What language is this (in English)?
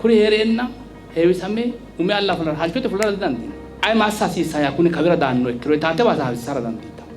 Sidamo